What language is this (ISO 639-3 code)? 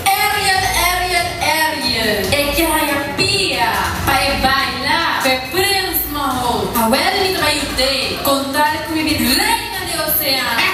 pap